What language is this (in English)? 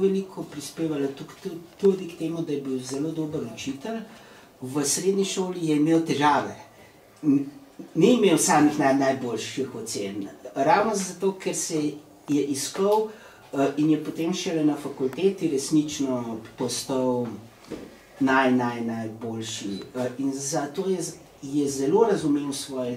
Slovenian